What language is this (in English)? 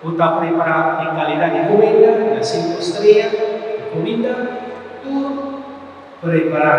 Papiamento